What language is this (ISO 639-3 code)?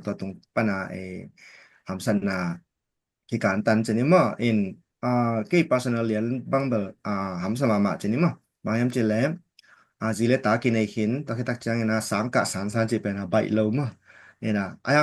ctd